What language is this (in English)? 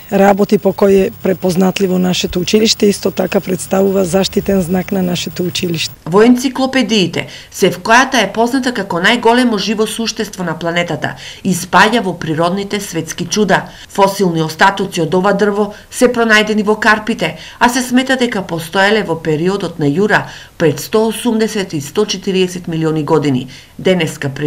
Macedonian